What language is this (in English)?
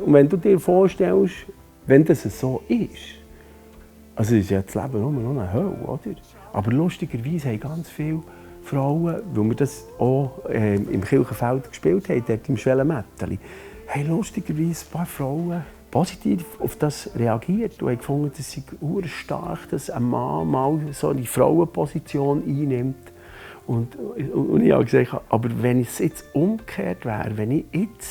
Swiss German